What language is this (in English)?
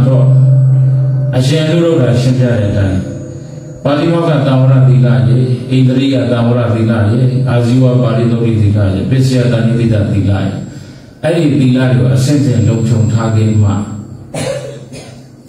Burmese